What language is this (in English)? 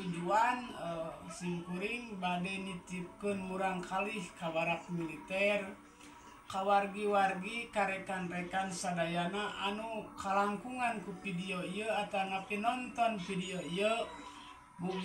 Sundanese